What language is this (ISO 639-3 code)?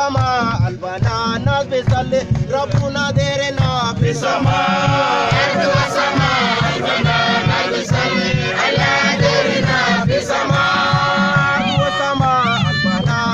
mfz